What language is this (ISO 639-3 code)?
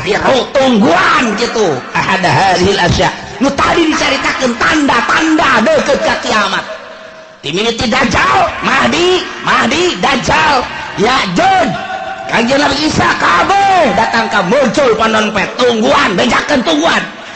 sun